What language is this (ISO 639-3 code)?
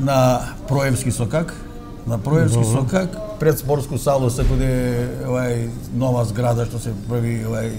mkd